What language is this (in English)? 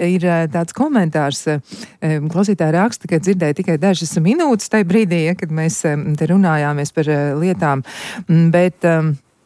Latvian